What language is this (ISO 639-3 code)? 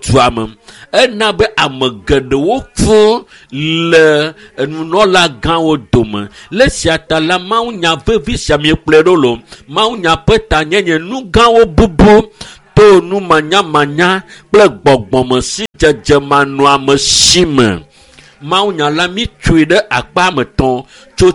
ewe